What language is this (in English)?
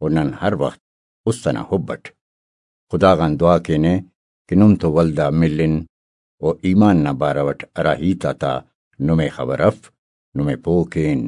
Brahui